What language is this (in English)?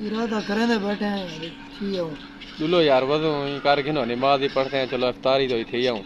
Saraiki